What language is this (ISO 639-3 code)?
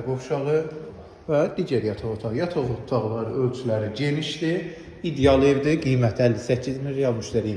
aze